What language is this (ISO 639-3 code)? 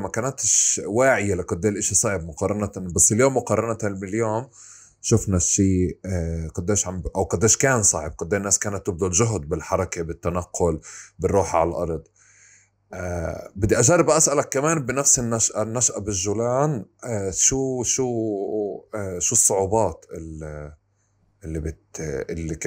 apc